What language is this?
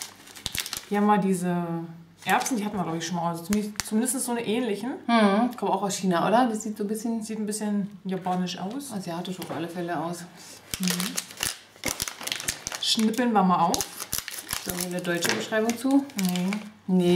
German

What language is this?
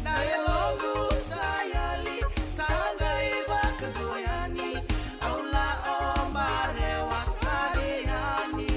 Fijian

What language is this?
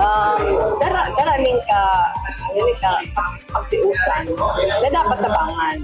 Bikol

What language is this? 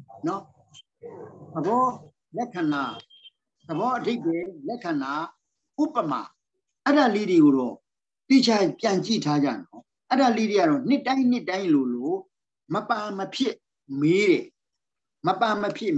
Burmese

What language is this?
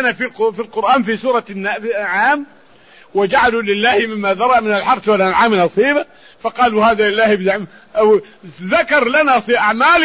Arabic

